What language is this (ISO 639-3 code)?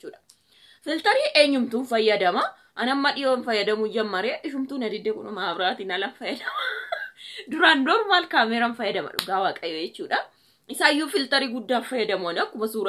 orm